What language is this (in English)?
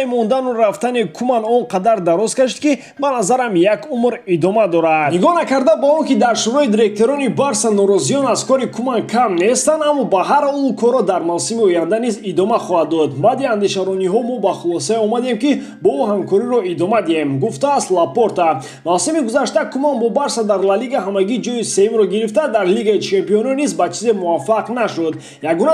Tajik